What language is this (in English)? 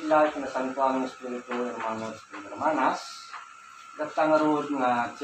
Iloko